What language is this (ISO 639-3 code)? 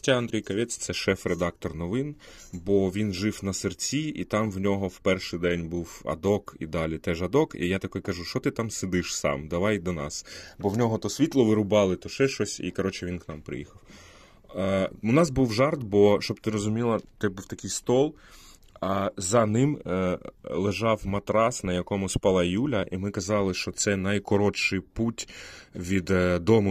ukr